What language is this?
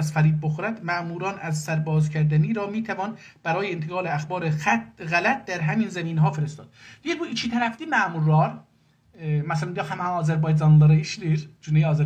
South Azerbaijani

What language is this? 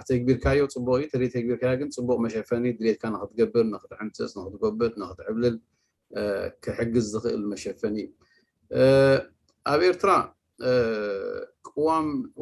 Tigrinya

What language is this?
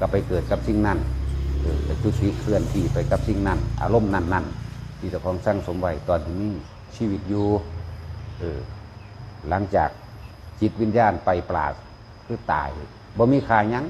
Northeastern Thai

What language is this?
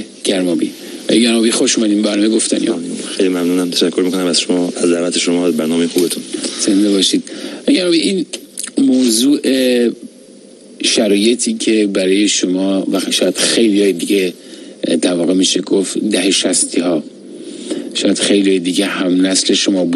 Persian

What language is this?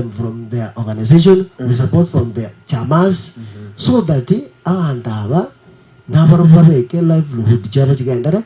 Gusii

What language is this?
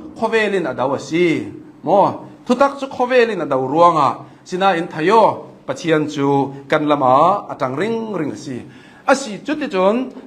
Hakha Chin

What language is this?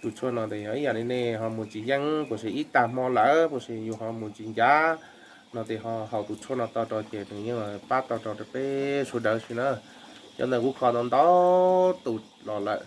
Hmong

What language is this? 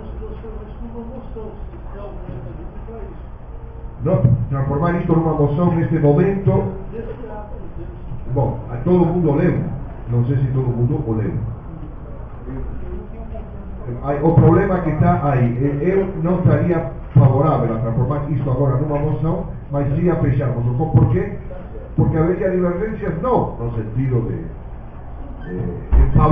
Portuguese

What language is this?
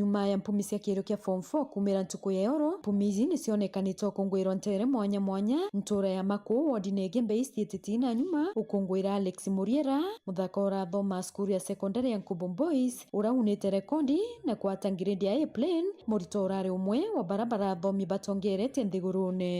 Meru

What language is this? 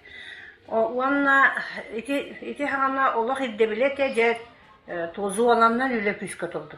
Yakut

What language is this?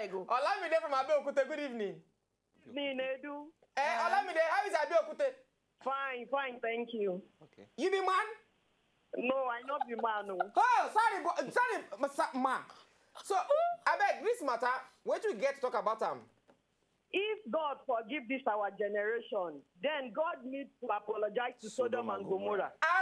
Nigerian Pidgin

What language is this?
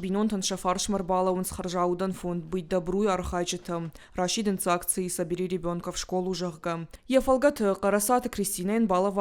Ossetic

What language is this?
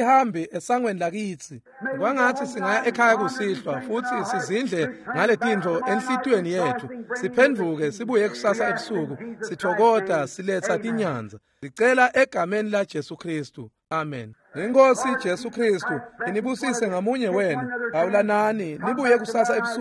Swati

